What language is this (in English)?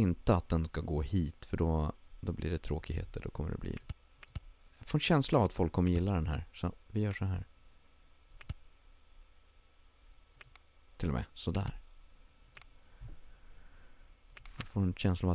Swedish